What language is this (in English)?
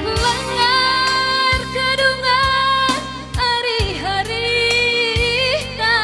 Batak Karo